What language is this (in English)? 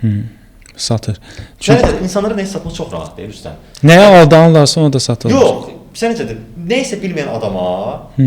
Azerbaijani